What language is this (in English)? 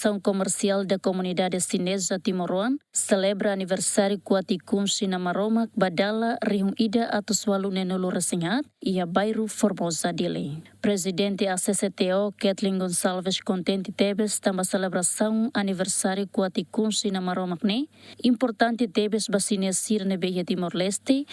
Tetum